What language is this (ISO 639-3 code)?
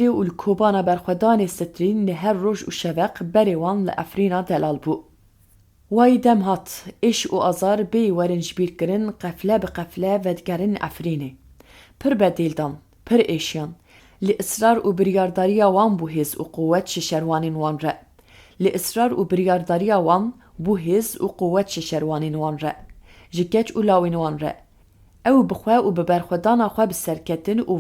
kur